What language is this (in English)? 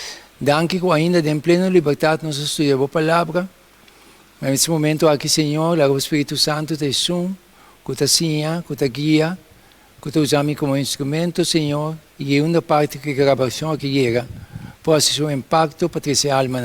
Papiamento